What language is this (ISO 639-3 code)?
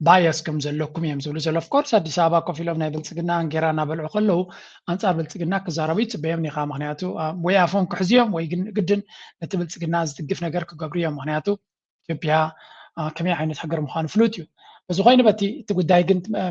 tir